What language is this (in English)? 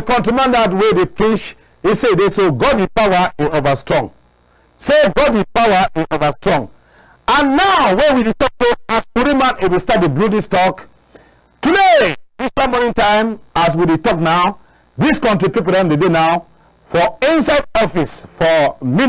Cameroon Pidgin